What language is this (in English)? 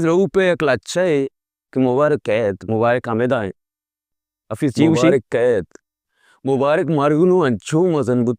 Baluchi